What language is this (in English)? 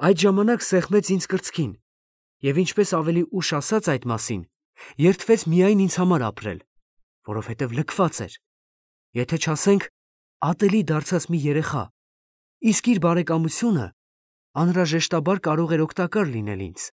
Armenian